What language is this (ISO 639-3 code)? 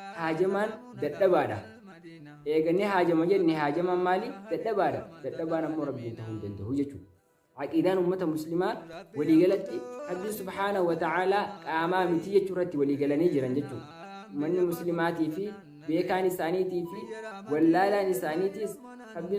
orm